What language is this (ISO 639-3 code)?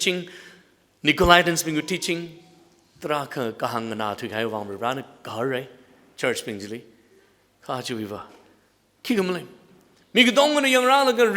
nmf